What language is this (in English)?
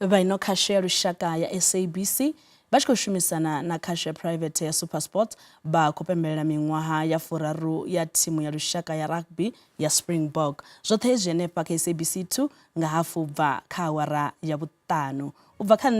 Venda